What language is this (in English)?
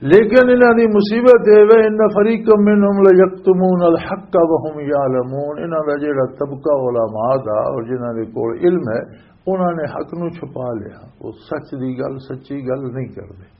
Western Panjabi